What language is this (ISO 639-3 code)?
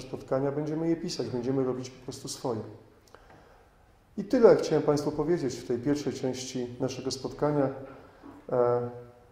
pol